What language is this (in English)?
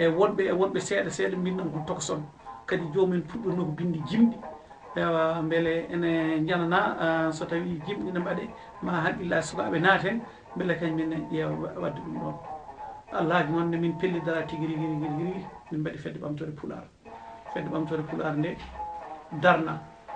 Fula